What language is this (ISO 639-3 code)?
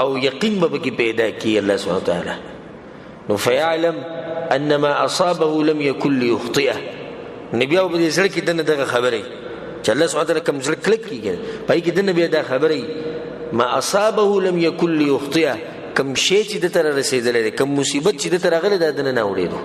pus